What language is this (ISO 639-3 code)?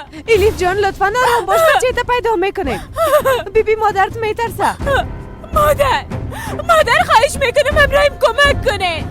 fas